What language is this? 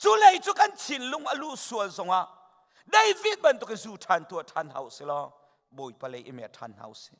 Hakha Chin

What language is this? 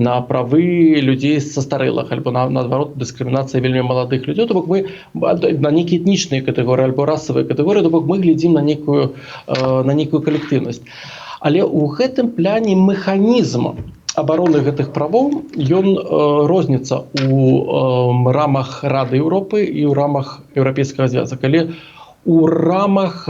Belarusian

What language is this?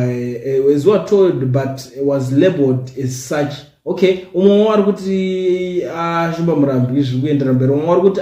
Shona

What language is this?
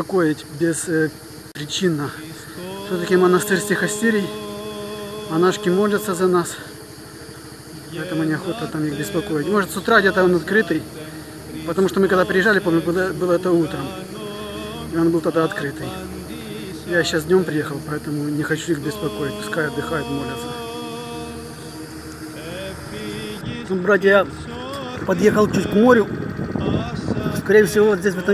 Russian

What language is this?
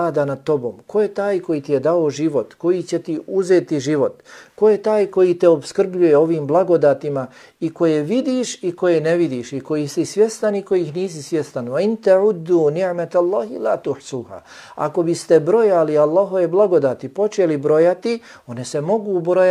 Bosnian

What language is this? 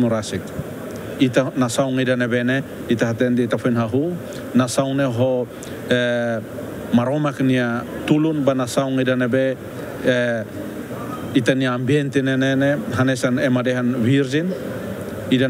Tetum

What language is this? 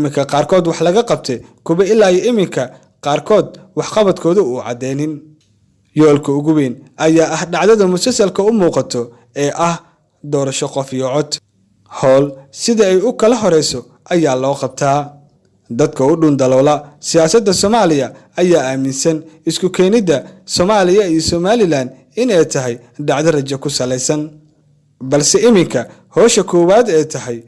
Somali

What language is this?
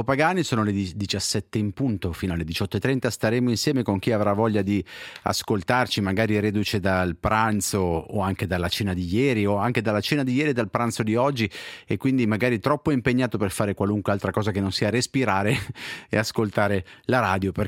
Italian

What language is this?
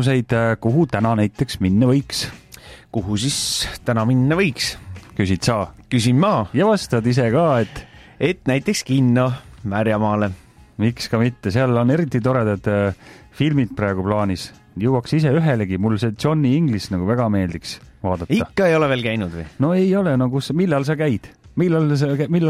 Estonian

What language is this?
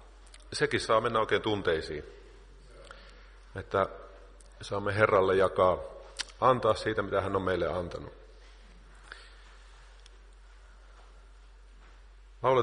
Finnish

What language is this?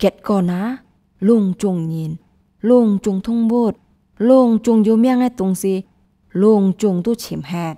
Hakka Chinese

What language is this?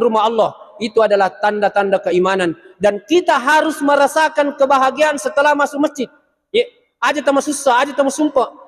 Buginese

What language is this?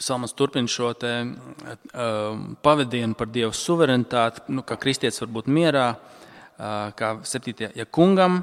Latvian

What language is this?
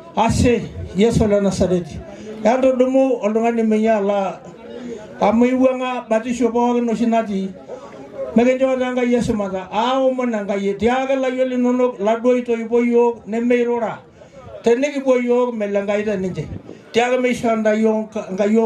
Masai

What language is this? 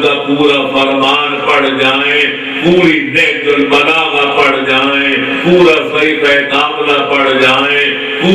Urdu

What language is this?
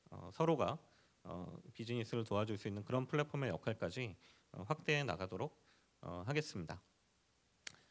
Korean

